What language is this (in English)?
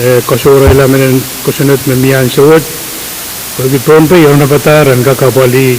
Pohnpeian